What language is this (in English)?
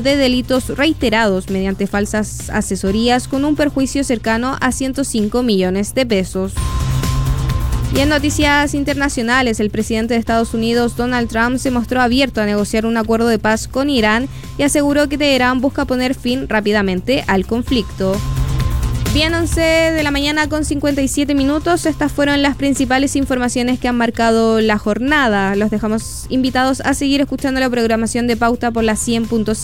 Spanish